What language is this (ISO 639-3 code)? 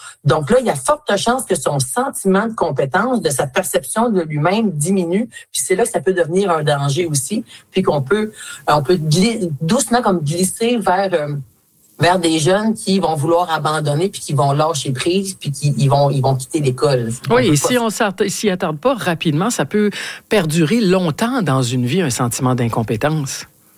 fra